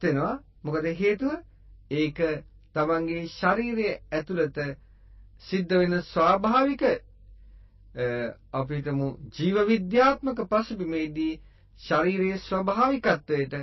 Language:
Sinhala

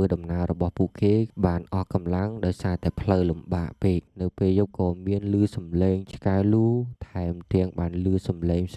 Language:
Khmer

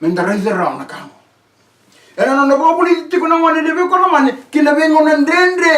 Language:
Fijian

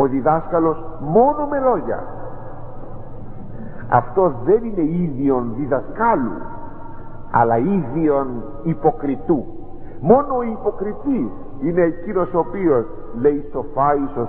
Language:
Greek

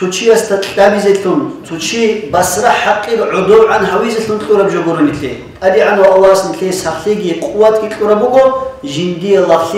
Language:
Avaric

